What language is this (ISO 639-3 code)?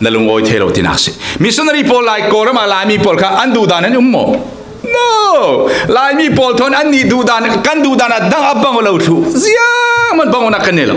cfm